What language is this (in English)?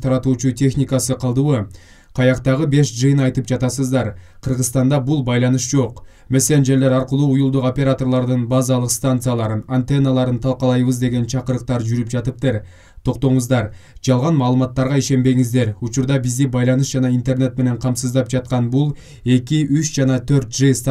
Kyrgyz